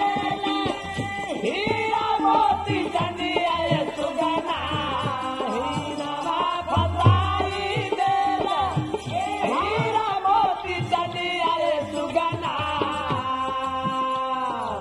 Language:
Bhojpuri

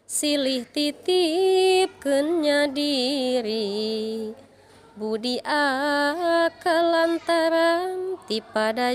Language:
Sundanese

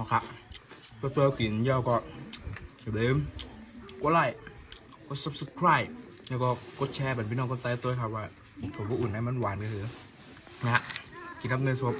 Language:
Shan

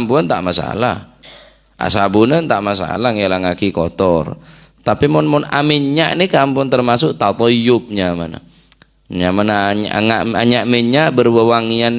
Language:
Madurese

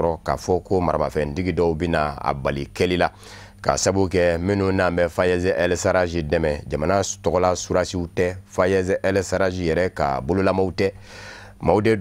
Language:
Bambara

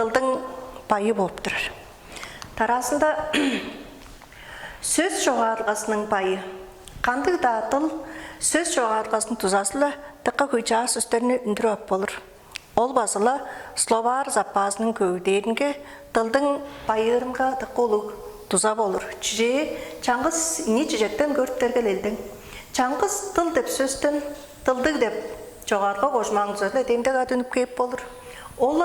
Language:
Tuvinian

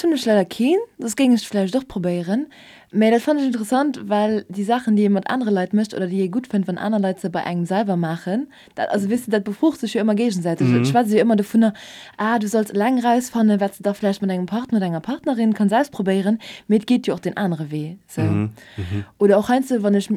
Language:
Luxembourgish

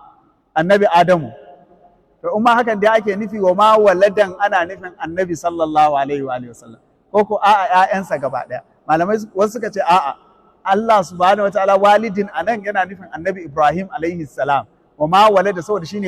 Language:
Hausa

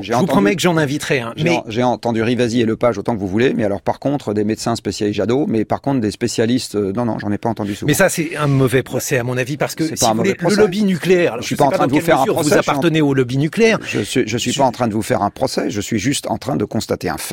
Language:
French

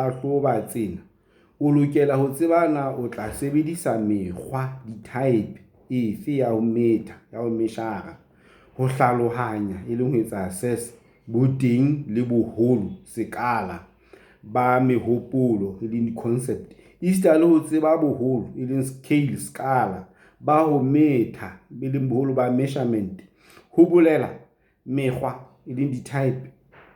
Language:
Southern Sotho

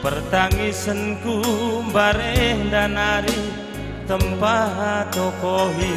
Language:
Batak Karo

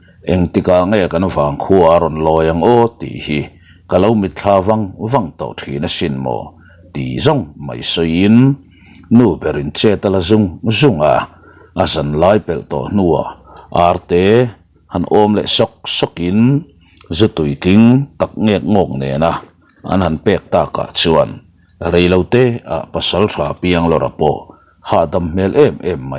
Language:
Mizo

